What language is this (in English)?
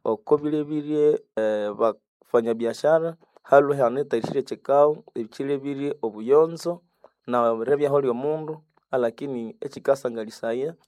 Nande